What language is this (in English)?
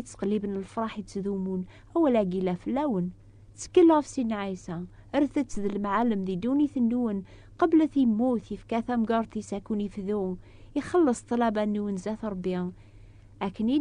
Kabyle